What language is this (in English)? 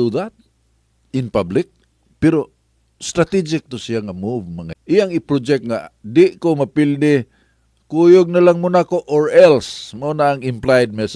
Cebuano